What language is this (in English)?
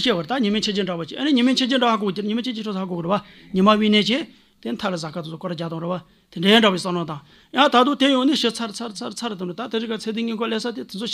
Tibetan